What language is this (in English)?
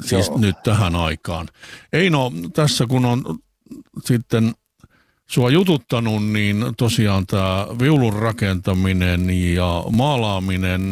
Finnish